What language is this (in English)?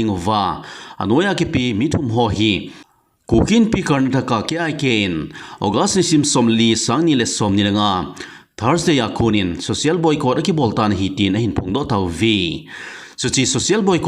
Thado Chin